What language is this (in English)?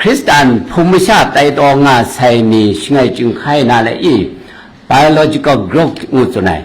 Kachin